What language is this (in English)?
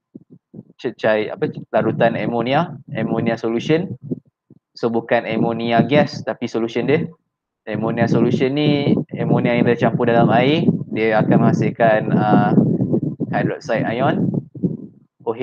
Malay